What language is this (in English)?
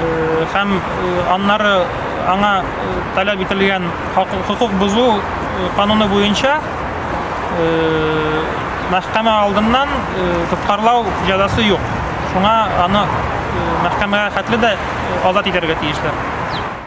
Tatar